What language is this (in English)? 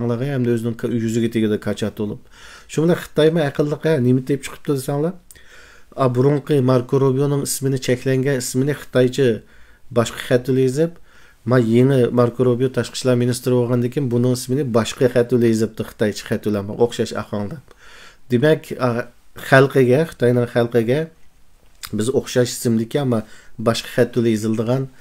Uyghur